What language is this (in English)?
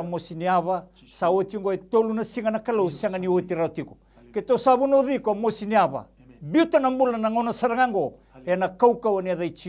Fijian